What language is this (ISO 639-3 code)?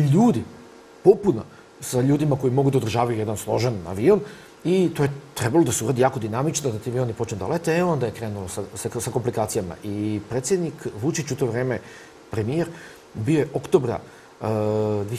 srp